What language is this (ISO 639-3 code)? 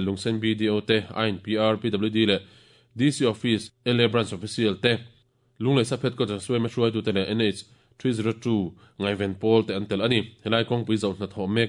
lus